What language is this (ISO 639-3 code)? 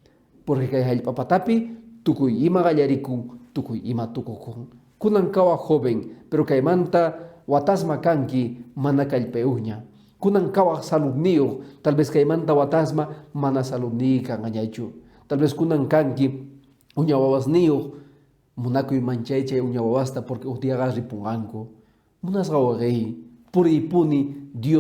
que